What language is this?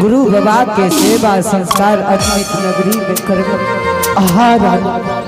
Angika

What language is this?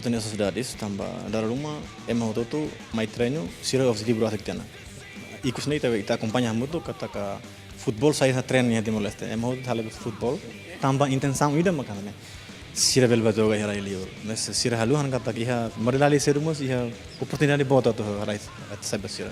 Tetum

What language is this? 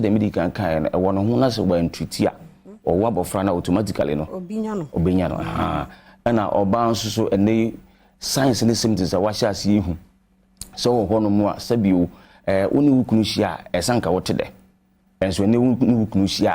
Akan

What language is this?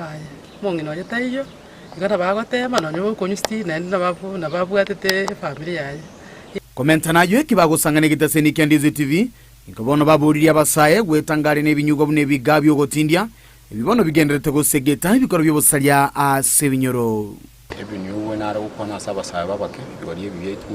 Gusii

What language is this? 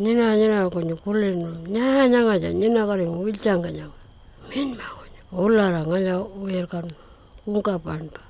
Pitjantjatjara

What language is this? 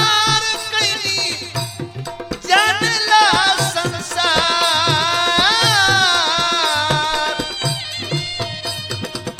Bhojpuri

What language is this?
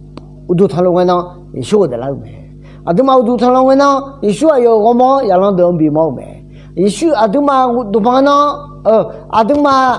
Akha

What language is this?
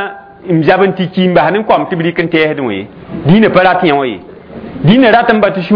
Mossi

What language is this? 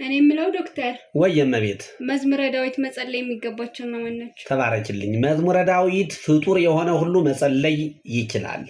Amharic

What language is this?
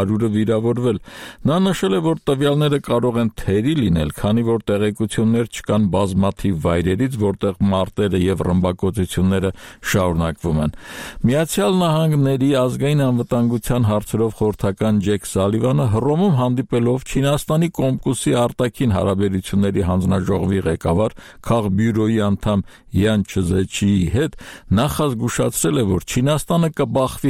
Armenian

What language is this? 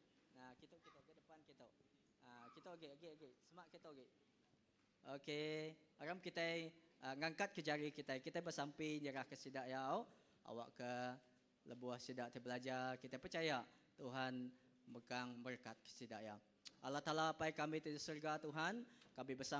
Iban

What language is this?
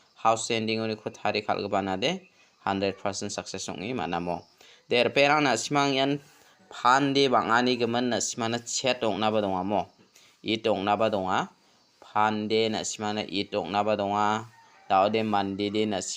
Garo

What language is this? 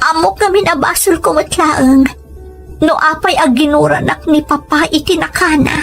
Iloko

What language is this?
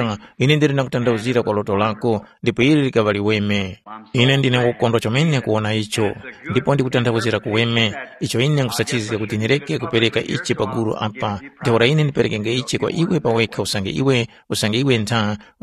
Tumbuka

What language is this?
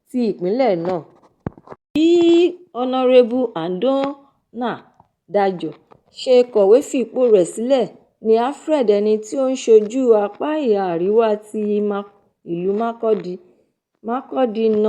Yoruba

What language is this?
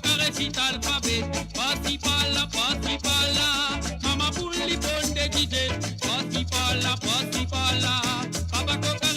Morisyen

